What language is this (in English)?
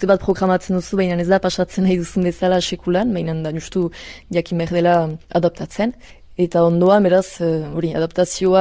Basque